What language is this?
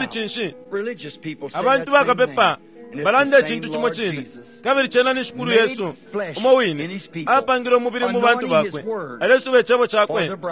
Bemba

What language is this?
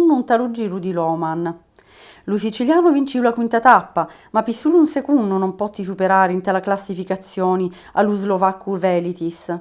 Sicilian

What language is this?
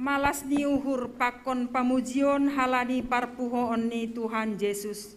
Batak Simalungun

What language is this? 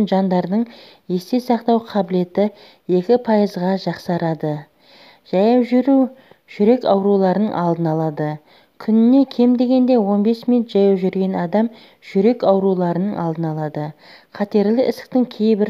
Kazakh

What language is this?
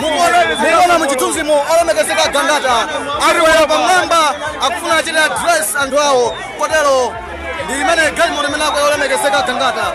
Nyanja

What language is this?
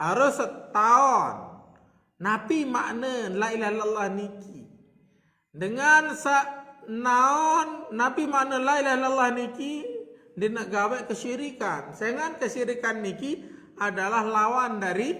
Sasak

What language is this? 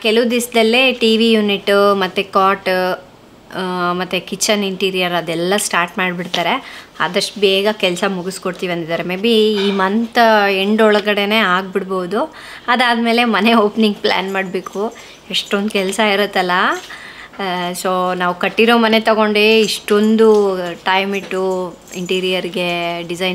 Kannada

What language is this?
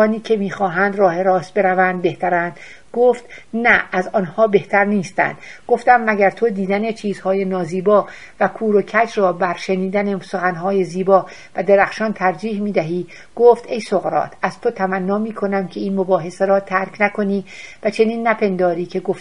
Persian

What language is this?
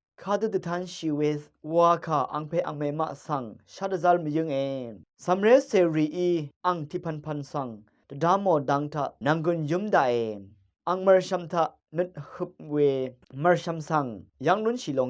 Rawang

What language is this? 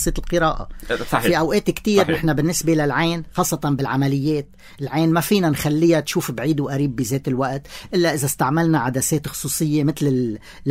North Levantine Arabic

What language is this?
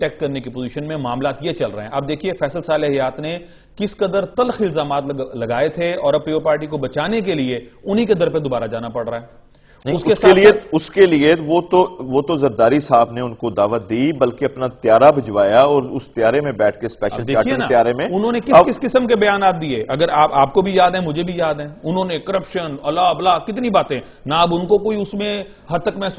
Urdu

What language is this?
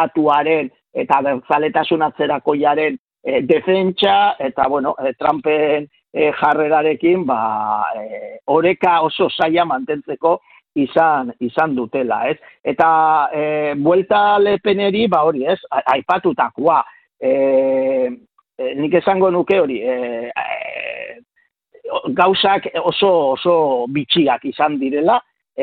Basque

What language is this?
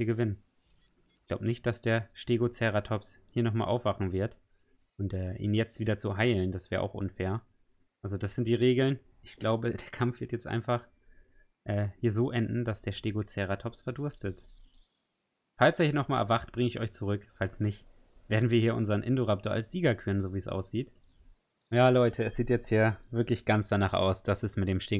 German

